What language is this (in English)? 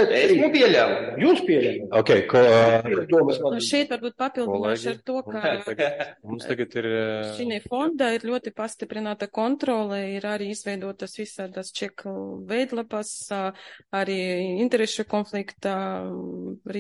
Latvian